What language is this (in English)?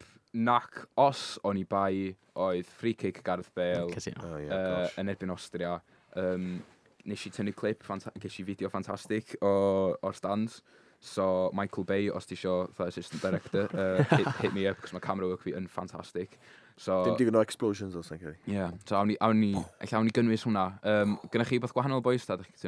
Welsh